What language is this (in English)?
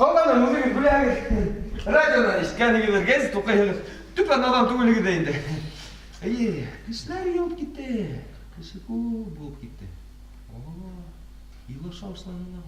Bashkir